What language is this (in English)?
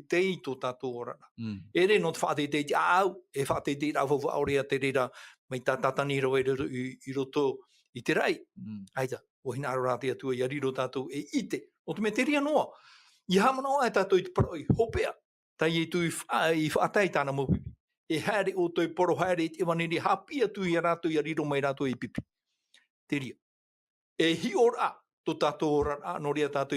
Tahitian